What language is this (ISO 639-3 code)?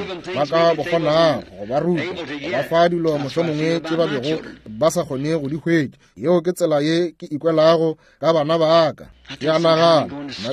nso